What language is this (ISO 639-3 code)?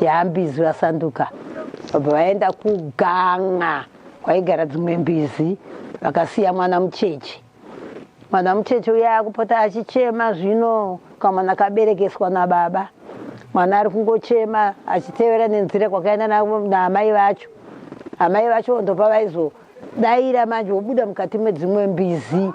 sna